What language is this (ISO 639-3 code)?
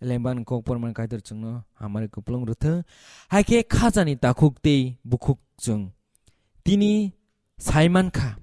trp